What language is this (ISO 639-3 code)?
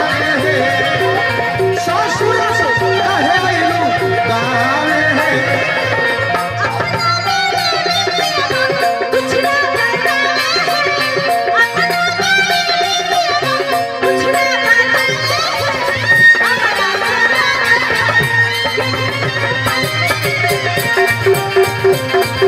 bho